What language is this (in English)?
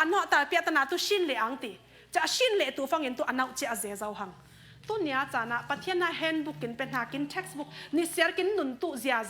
Falam Chin